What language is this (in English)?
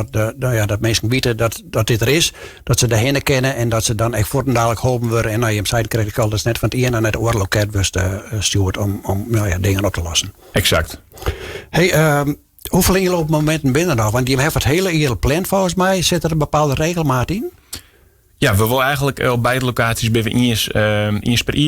Western Frisian